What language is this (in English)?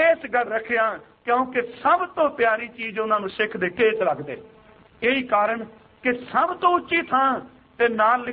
Punjabi